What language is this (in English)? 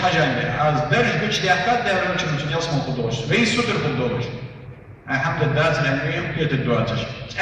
Ingush